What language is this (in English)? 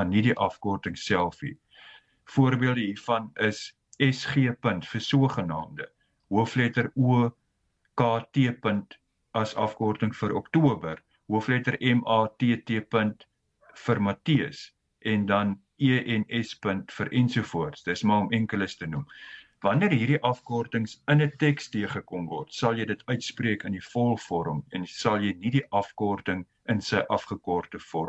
Afrikaans